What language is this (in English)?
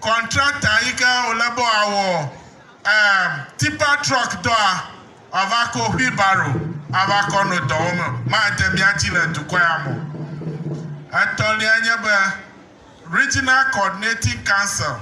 Ewe